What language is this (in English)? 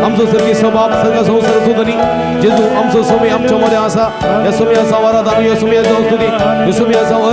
Konkani